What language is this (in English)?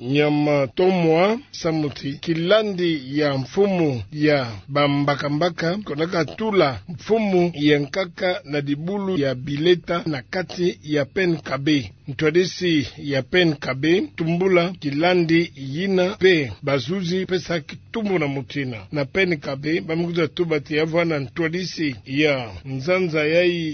Kituba (Democratic Republic of Congo)